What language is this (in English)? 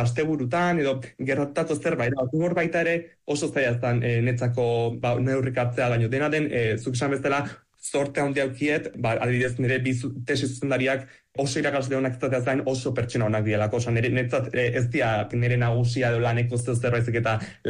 Basque